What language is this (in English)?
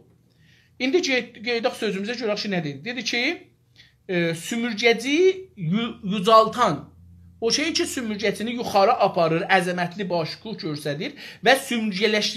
South Azerbaijani